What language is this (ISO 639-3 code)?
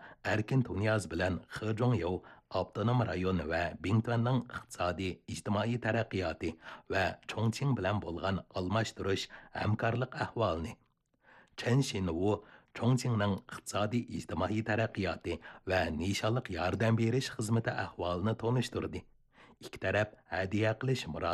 uig